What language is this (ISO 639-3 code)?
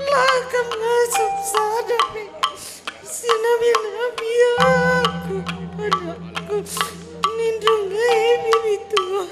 btx